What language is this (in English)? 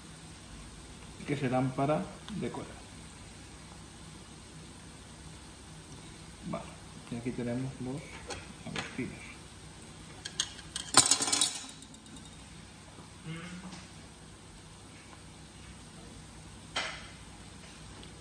Spanish